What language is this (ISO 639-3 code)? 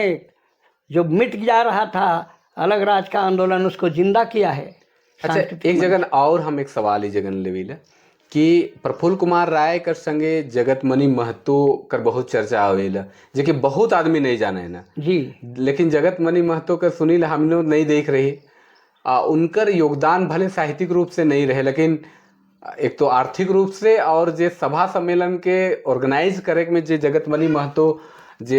sck